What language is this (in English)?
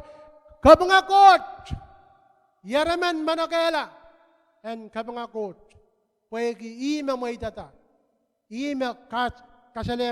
Pohnpeian